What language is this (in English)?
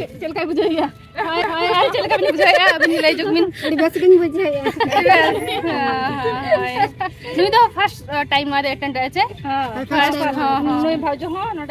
Santali